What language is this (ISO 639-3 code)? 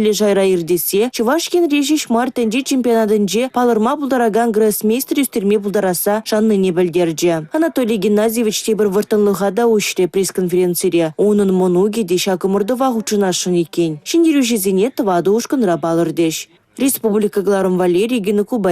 chv